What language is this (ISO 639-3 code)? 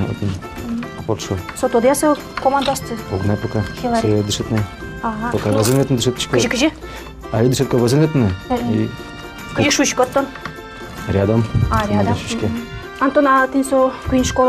udm